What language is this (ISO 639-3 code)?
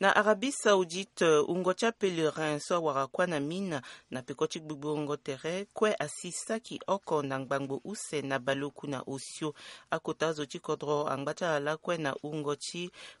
sag